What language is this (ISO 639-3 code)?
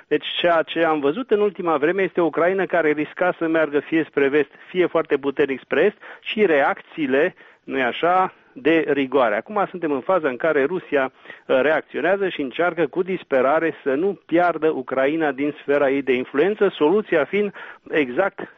ron